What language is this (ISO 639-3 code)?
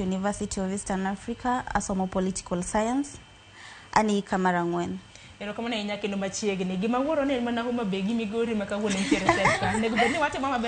luo